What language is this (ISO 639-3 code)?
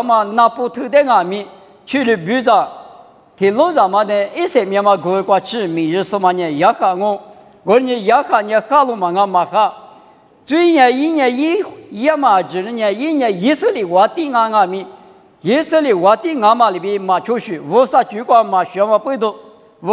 lis